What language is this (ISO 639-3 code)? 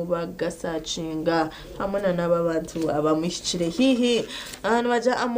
nyn